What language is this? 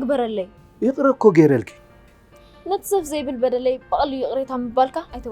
Tigrinya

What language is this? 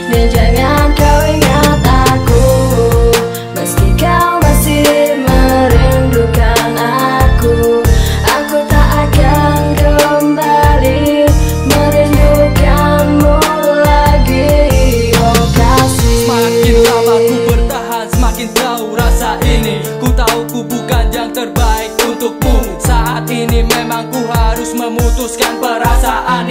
Indonesian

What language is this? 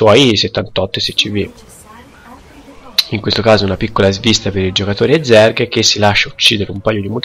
Italian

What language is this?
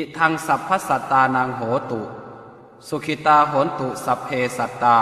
Pali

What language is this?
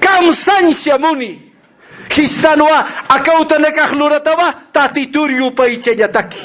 Aymara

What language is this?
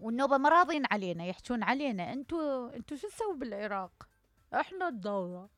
Mesopotamian Arabic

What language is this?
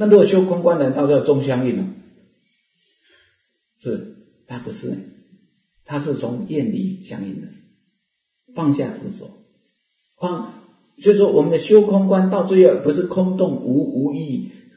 Chinese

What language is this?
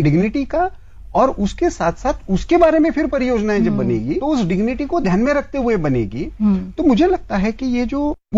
Hindi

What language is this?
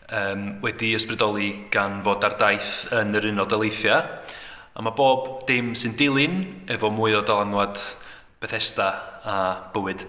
Welsh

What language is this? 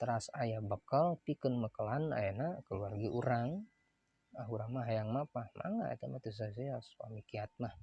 Sundanese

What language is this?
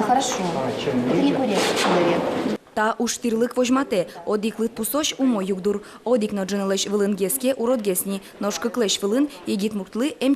Udmurt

